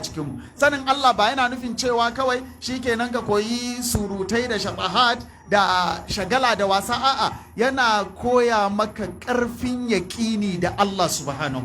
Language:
Hausa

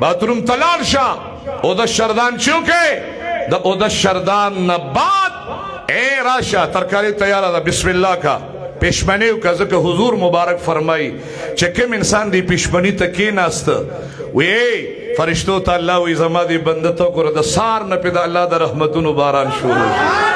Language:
Pashto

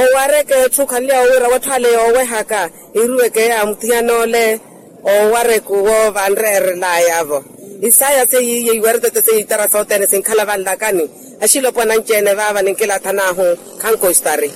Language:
Makhuwa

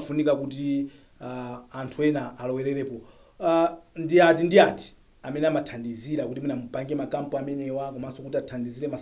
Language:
Nyanja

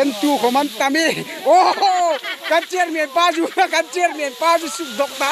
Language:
Hmar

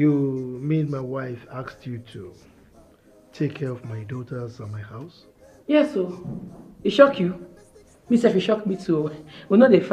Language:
Nigerian Pidgin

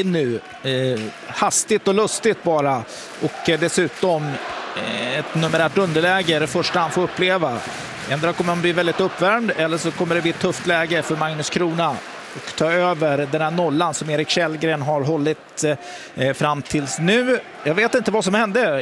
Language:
Swedish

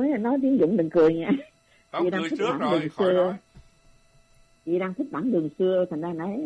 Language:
Vietnamese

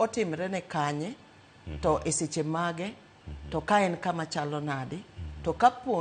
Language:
Luo (Kenya and Tanzania)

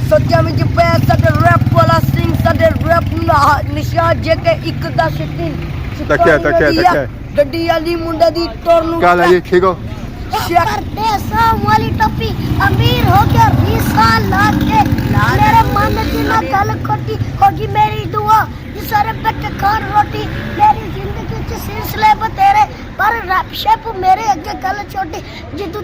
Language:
Pahari-Potwari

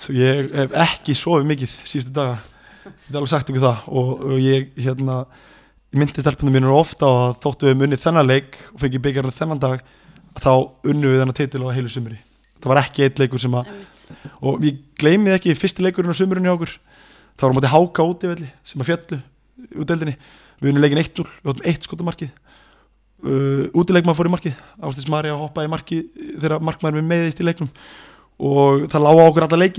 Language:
Icelandic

